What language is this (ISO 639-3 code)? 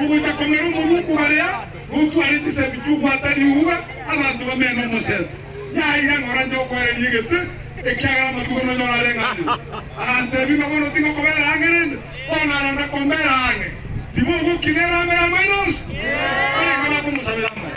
guz